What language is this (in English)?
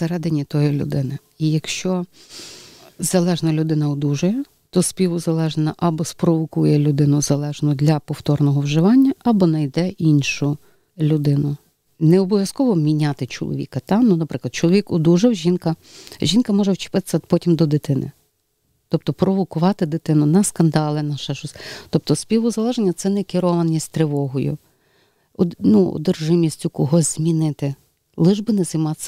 Ukrainian